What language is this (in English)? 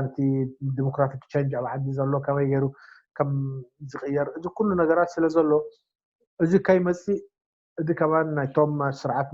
Tigrinya